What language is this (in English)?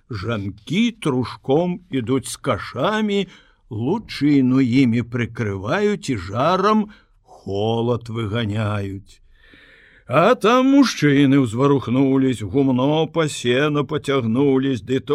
Belarusian